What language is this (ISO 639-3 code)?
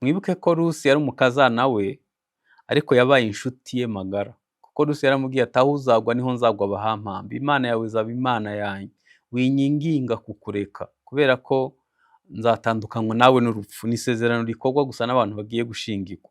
kin